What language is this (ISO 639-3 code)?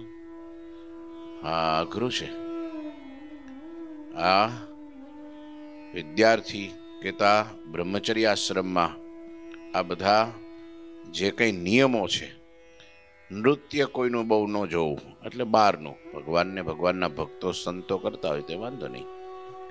guj